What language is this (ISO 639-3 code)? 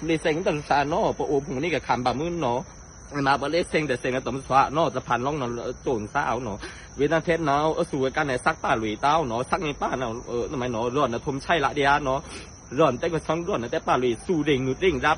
blk